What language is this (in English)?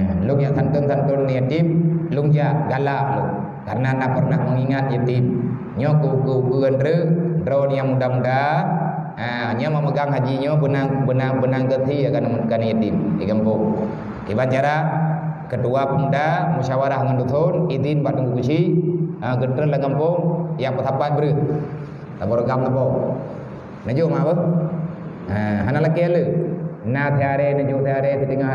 Achinese